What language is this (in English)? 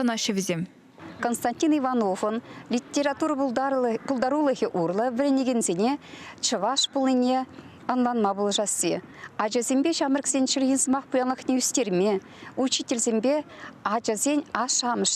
Chuvash